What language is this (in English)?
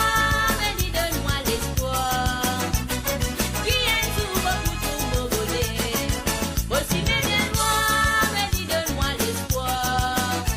Morisyen